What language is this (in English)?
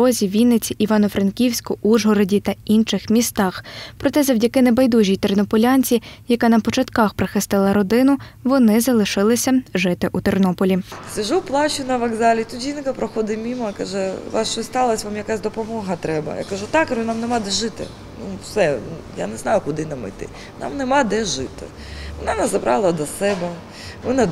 Ukrainian